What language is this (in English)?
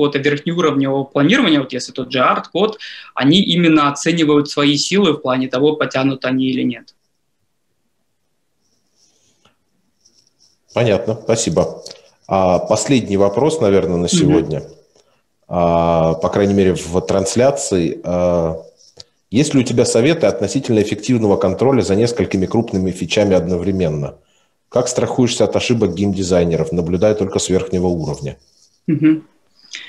Russian